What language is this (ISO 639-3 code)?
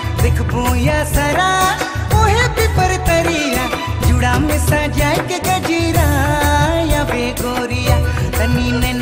sck